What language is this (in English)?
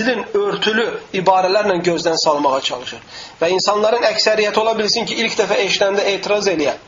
Azerbaijani